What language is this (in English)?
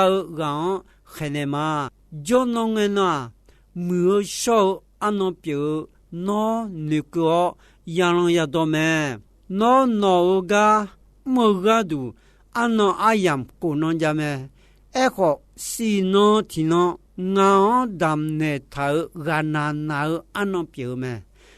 Akha